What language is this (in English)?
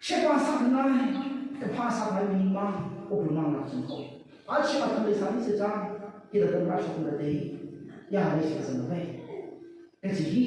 Tangkhul Naga (India)